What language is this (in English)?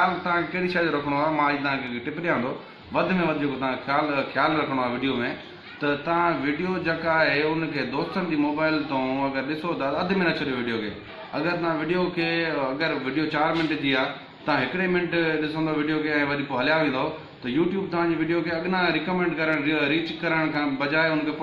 Sindhi